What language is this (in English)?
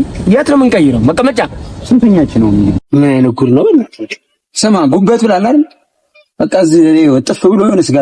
Amharic